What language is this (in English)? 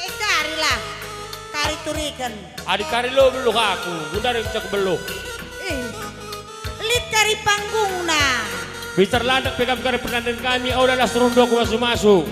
Batak Karo